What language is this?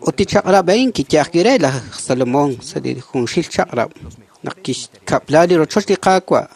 Kekchí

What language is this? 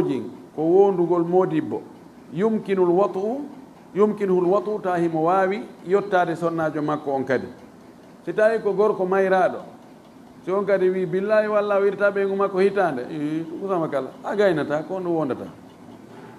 Fula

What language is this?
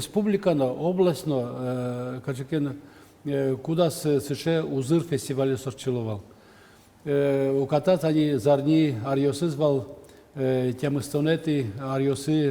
Udmurt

